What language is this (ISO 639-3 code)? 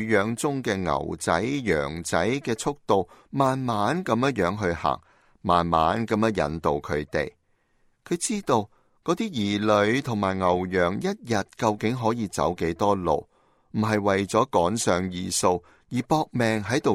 yue